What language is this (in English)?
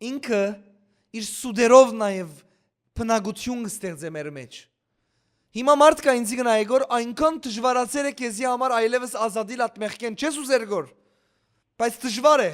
Western Armenian